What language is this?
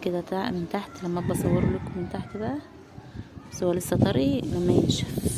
Egyptian Arabic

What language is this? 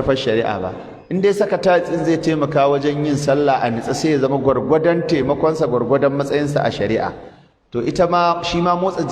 Hausa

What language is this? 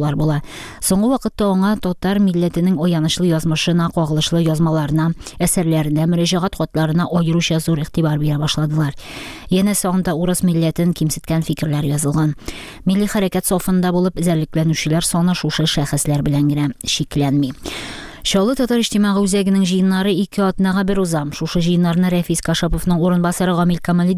Tatar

